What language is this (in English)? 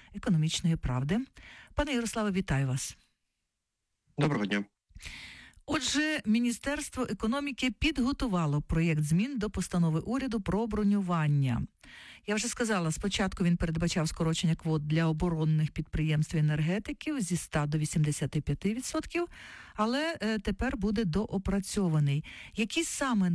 Ukrainian